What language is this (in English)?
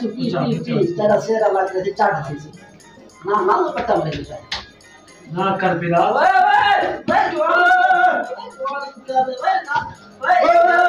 Saraiki